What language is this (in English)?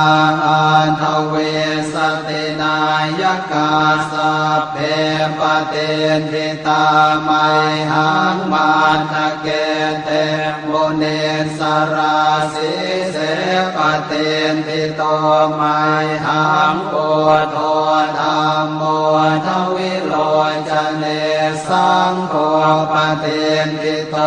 Pali